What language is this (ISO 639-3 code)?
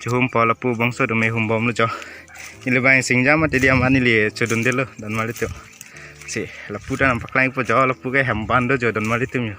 mjw